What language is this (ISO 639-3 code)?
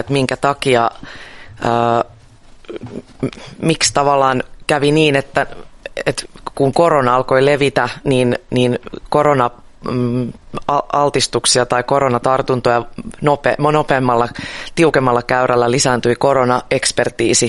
fin